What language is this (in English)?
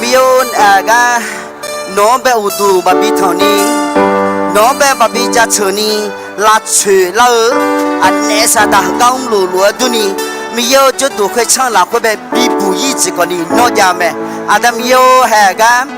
Akha